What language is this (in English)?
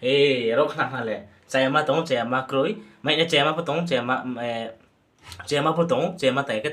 Riang (India)